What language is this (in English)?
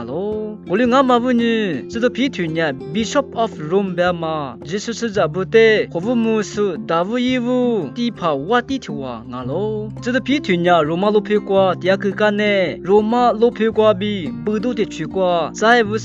Lisu